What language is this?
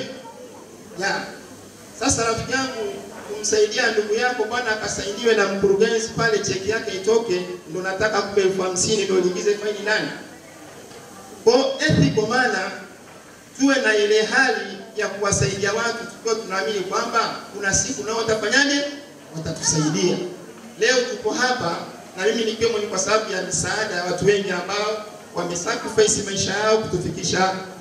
Swahili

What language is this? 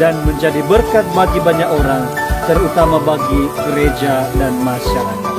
Nias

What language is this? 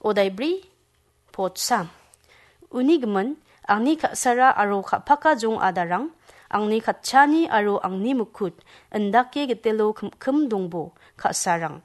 Garo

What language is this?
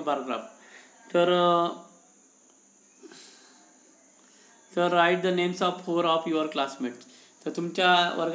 Marathi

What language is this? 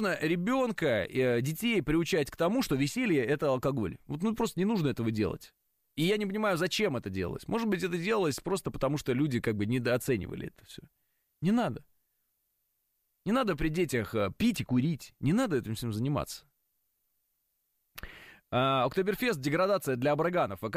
Russian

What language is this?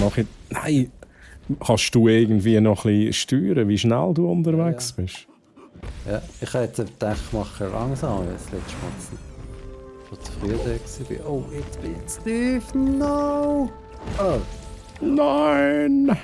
Swiss German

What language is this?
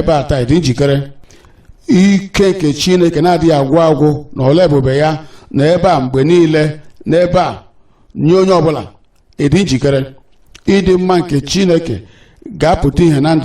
Igbo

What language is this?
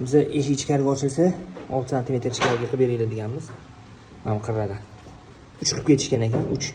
Uzbek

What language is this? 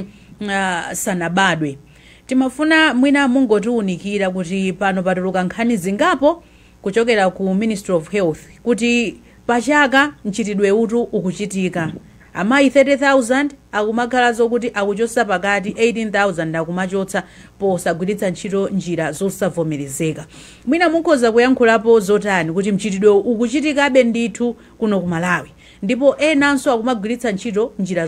Nyanja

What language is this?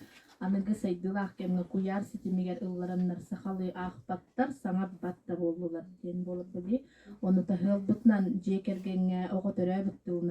Yakut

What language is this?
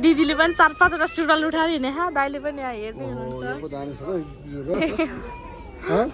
Nepali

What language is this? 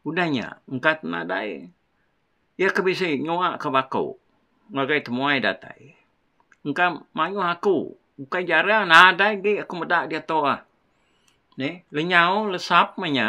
Iban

